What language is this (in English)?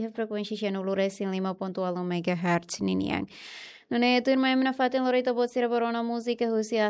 Tetum